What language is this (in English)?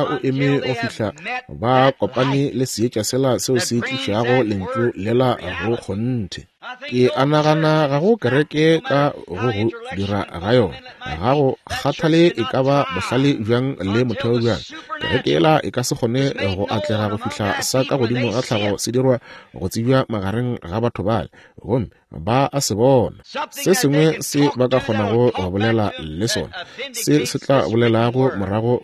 Northern Sotho